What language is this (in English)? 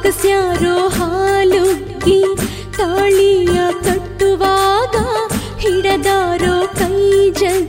Kannada